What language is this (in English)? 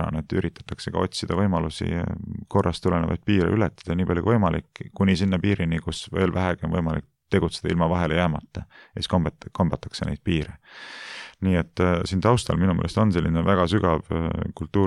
Estonian